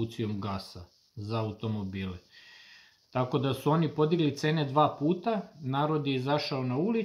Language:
Serbian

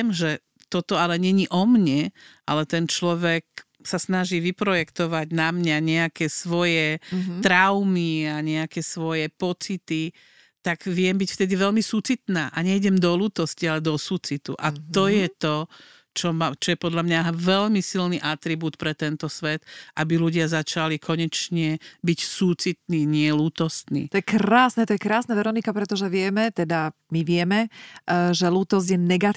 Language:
Slovak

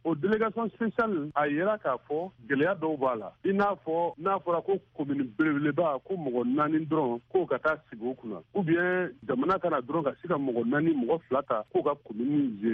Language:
Bambara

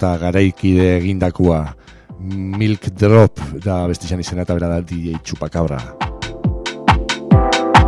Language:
Basque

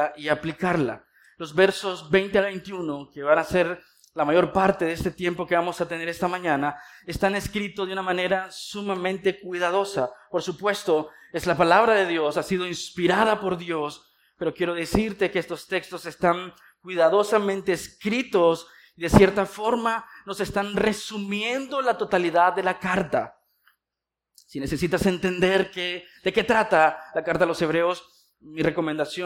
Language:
Spanish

